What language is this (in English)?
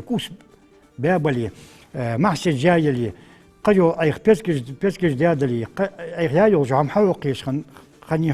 Ingush